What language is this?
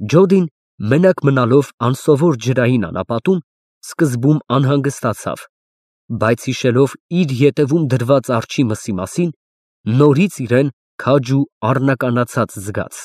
Armenian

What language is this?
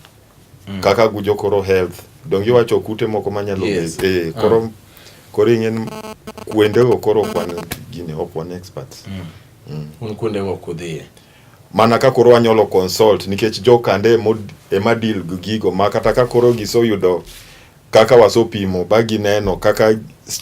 Luo (Kenya and Tanzania)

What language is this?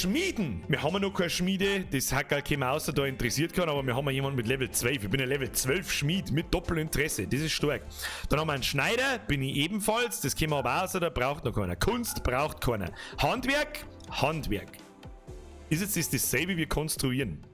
Bavarian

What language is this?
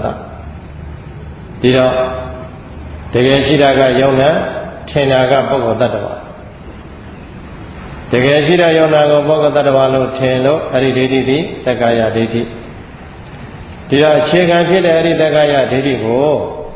Burmese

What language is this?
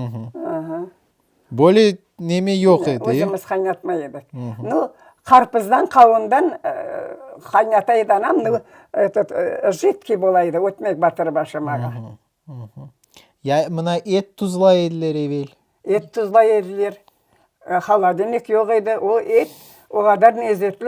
Crimean Tatar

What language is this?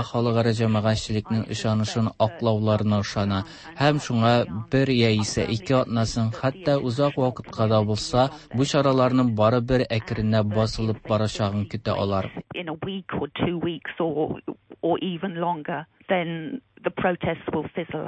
Tatar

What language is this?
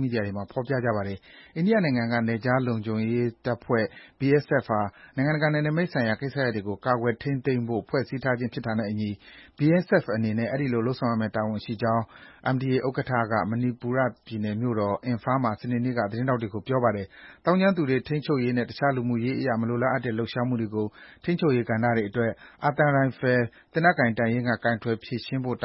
Burmese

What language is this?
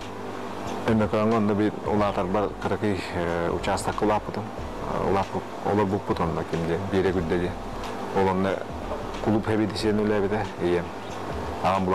Yakut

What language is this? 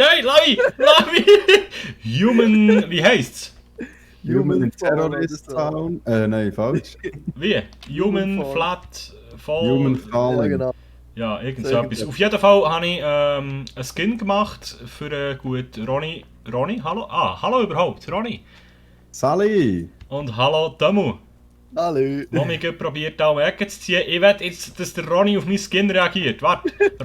Swiss German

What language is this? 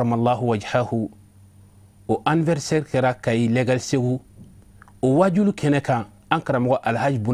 Bambara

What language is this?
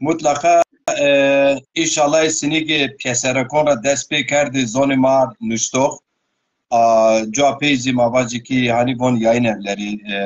Zaza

